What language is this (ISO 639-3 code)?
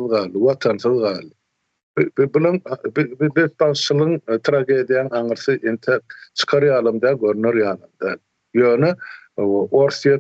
tuk